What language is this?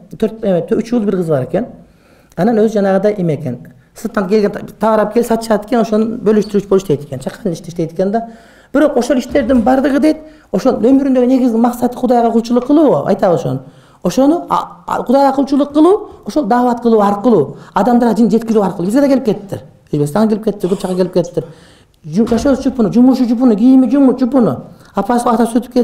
Kyrgyz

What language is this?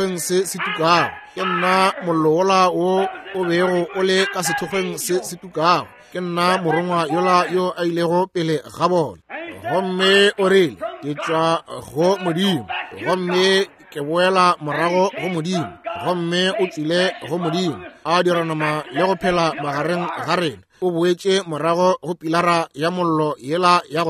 Northern Sotho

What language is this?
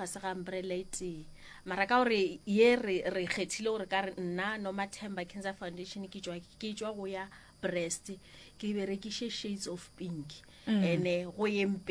Northern Sotho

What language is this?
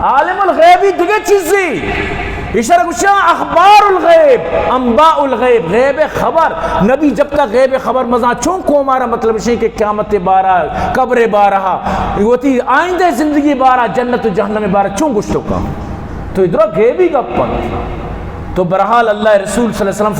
Eastern Balochi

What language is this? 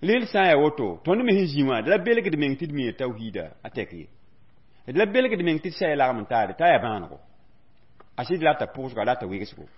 Mossi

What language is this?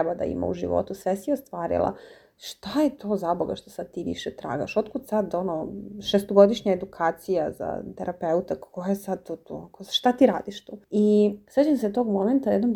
Serbian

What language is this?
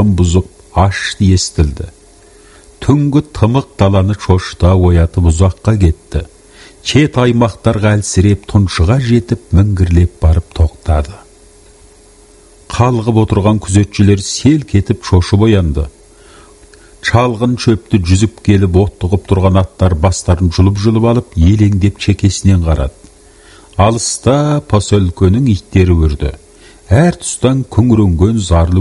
Kazakh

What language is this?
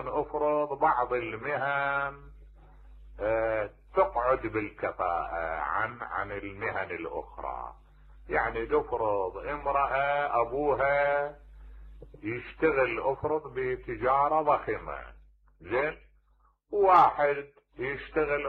Mesopotamian Arabic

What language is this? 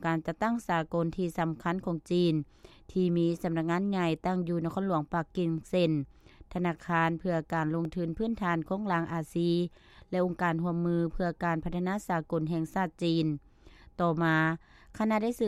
Lao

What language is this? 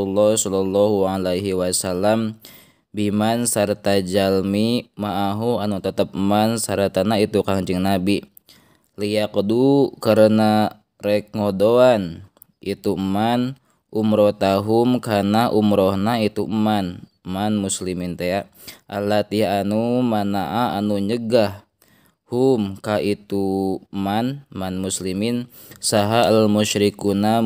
Sundanese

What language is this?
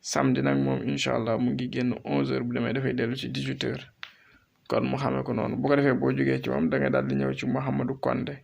Wolof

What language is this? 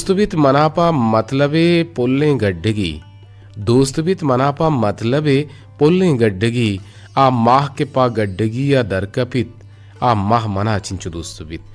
Eastern Balochi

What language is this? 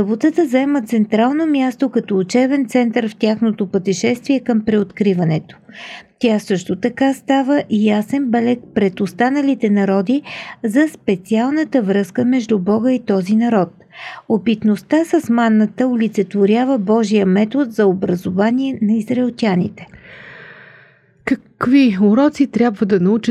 Bulgarian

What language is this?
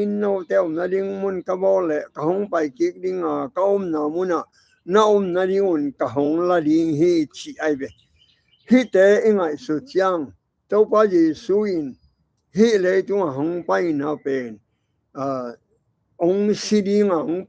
Tedim Chin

